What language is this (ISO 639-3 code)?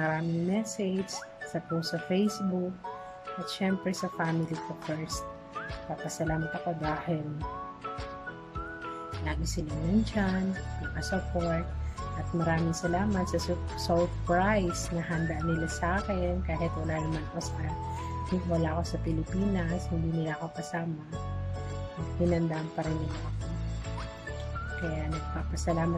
fil